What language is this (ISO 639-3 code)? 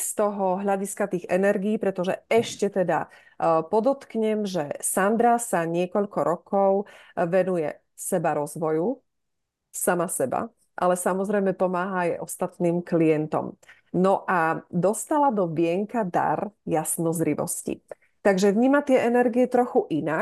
slk